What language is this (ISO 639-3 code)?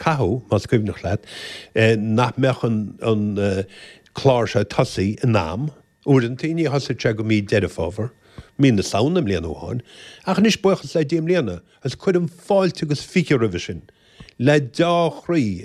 gle